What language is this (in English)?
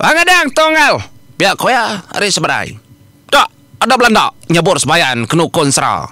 Iban